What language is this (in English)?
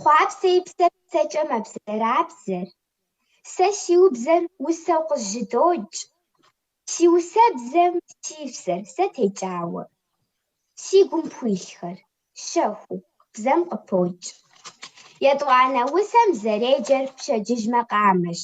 Kabardian